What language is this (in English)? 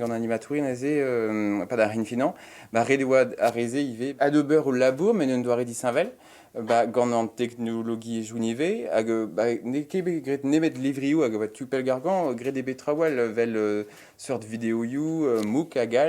Breton